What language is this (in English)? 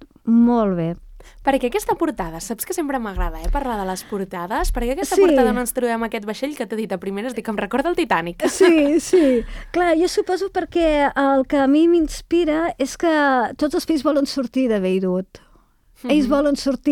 Catalan